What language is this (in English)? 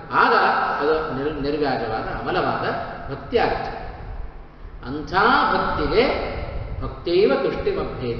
Kannada